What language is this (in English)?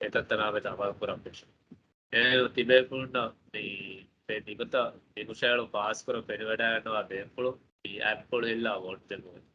Divehi